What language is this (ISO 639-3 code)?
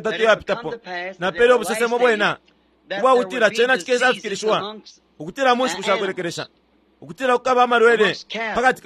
bem